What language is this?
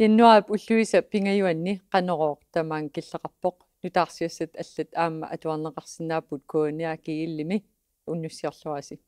Kalaallisut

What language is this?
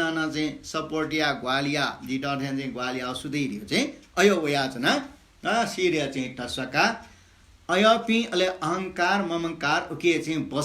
Newari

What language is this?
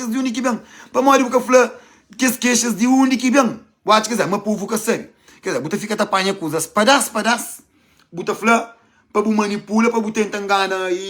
Kabuverdianu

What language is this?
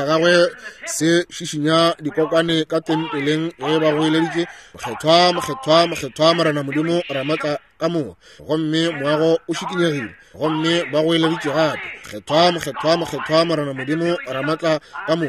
Northern Sotho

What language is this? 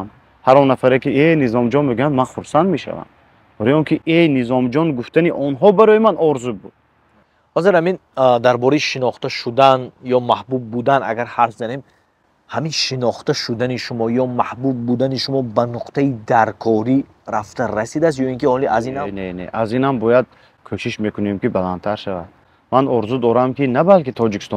Tajik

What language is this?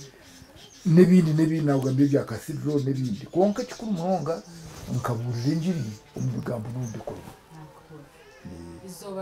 Nyankole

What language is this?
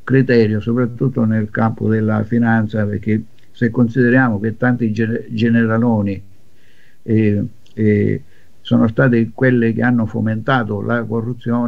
Italian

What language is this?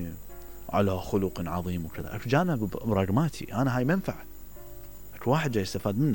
Mesopotamian Arabic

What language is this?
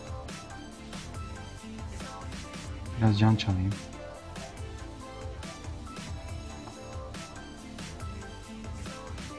Turkish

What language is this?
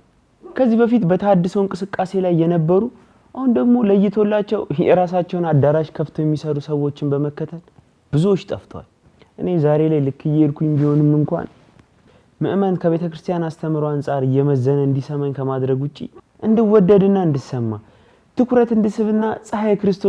Amharic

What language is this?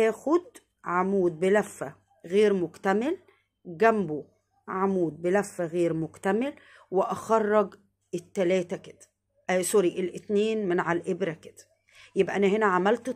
Egyptian Arabic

